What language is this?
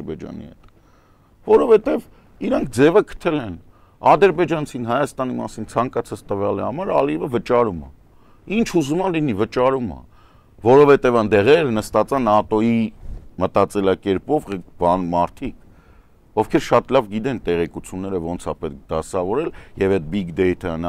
Armenian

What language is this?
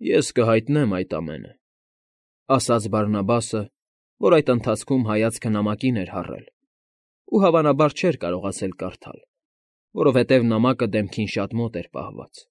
Armenian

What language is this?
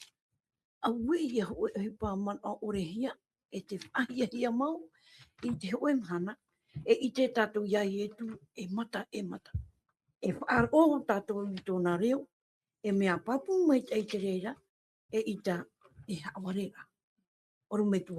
Tahitian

